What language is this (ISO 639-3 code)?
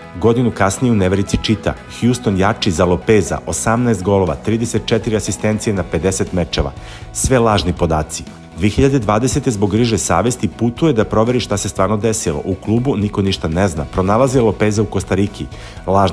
srp